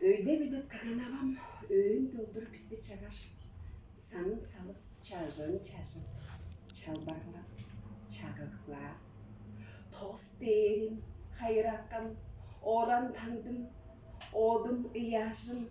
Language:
Tuvinian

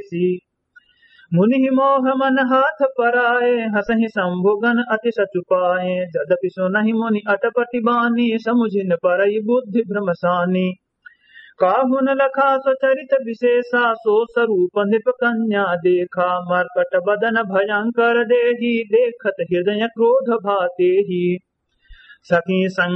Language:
Awadhi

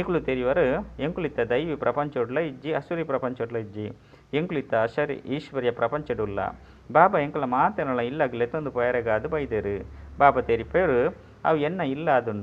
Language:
Tulu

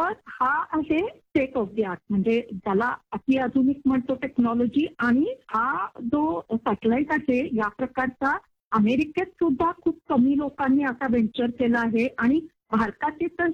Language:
Marathi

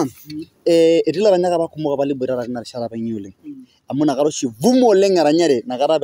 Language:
Masai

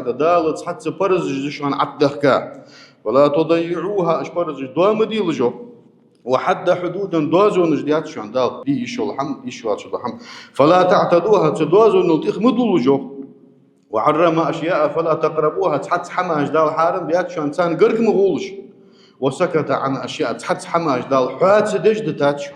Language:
Ingush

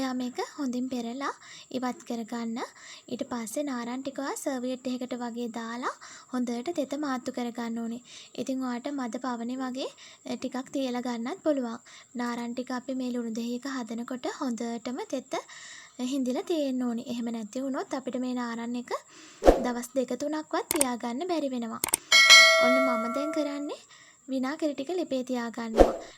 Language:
Sinhala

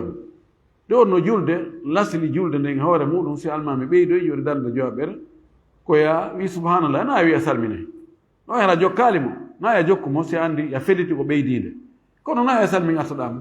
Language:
Fula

